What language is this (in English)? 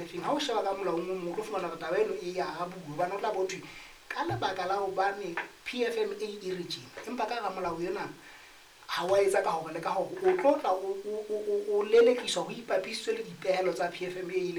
Southern Sotho